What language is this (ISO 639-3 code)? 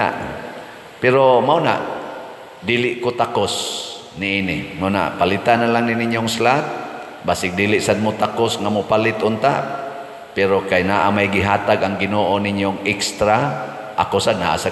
ceb